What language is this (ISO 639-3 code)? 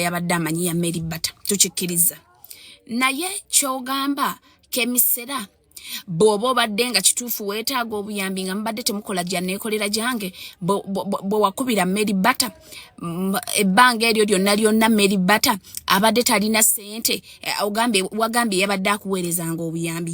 lug